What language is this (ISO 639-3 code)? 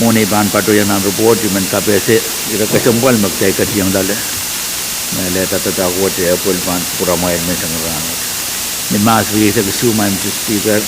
pon